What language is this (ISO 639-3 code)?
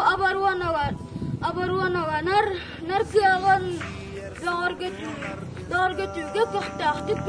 sah